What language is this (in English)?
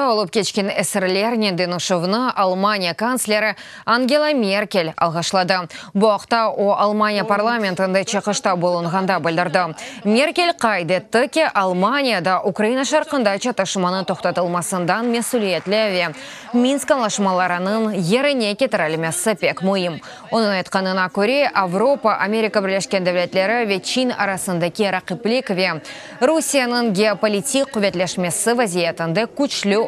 Crimean Tatar